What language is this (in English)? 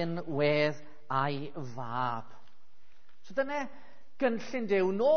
Welsh